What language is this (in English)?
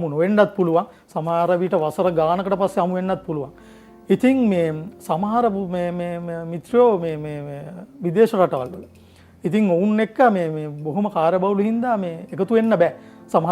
Sinhala